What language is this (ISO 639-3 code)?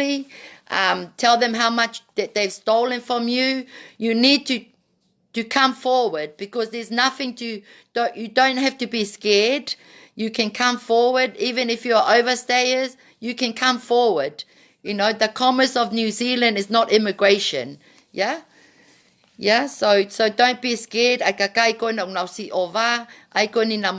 ton